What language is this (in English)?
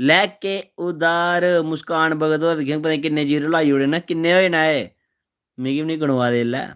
Dogri